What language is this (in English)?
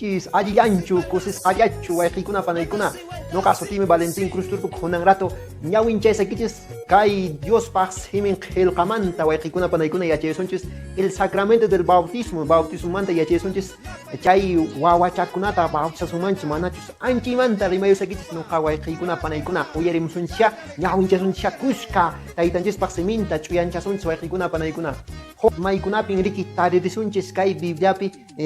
Quechua